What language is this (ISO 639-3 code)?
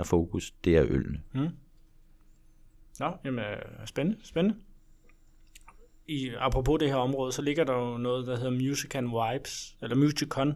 dan